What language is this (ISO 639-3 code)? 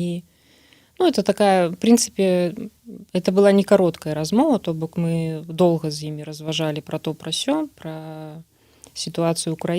bel